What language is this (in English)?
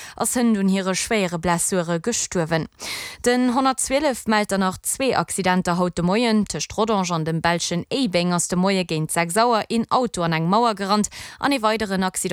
Luxembourgish